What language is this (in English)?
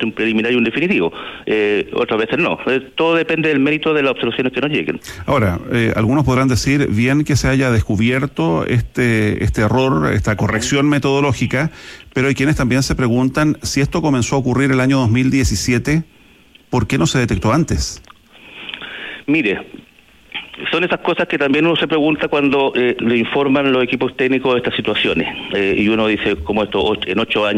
Spanish